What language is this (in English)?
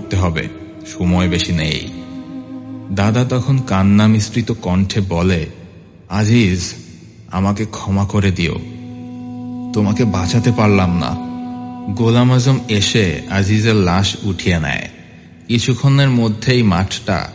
Bangla